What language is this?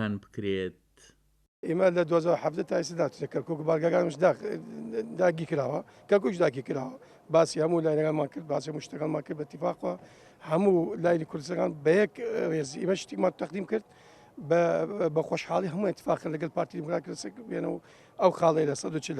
Central Kurdish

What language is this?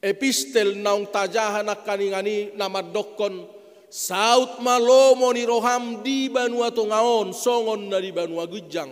Batak Toba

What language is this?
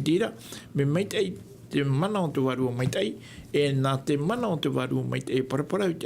Tahitian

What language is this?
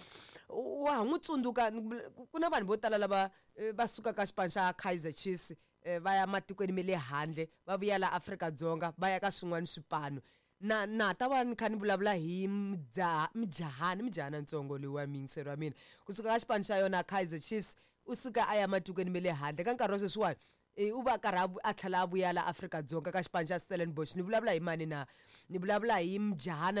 Tsonga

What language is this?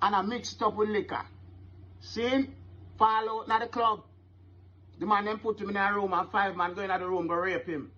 Jamaican Creole English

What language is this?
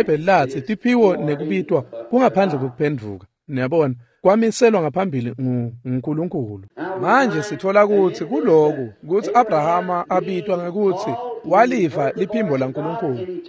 Swati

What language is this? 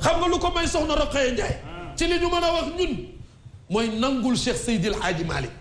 Wolof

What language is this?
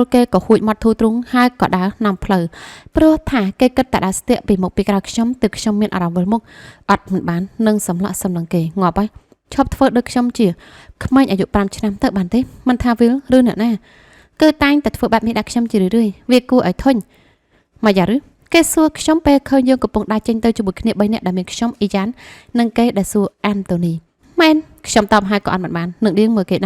Khmer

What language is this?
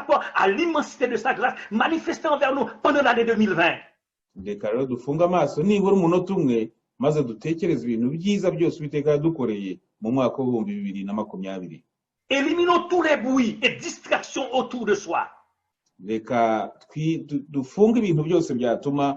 Kinyarwanda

